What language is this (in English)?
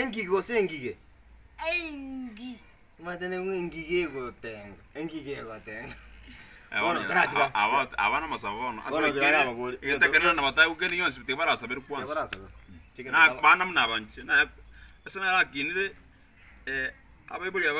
Gusii